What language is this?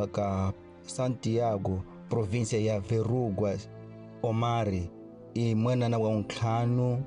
Tsonga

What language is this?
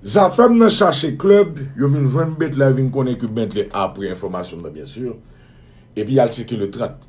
Haitian Creole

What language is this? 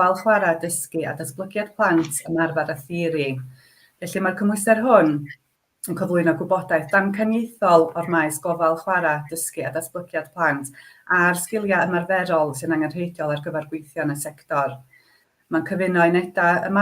Welsh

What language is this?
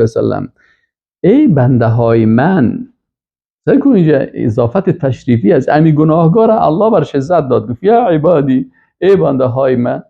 Persian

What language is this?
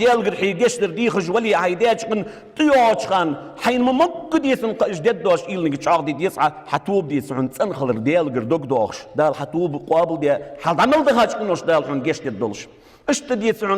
Ingush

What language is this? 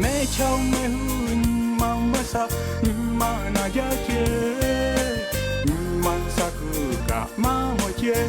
Lahu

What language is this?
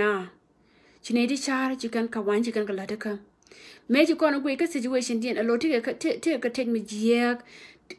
Nuer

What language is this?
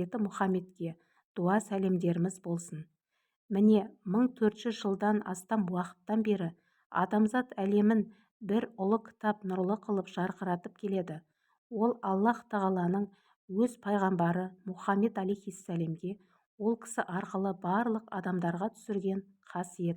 Kazakh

